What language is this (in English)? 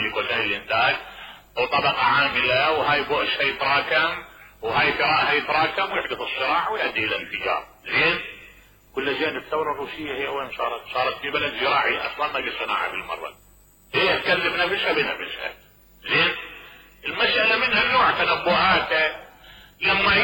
Mesopotamian Arabic